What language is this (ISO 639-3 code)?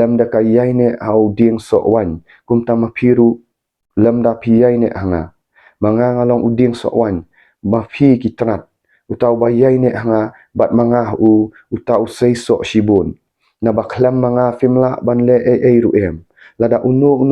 kha